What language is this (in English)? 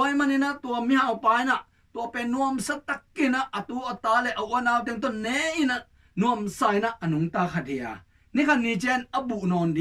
Tedim Chin